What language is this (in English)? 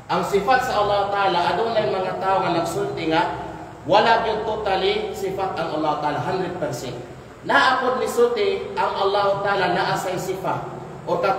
Kalagan